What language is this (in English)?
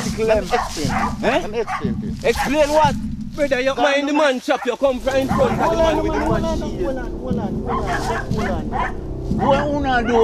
Jamaican Creole English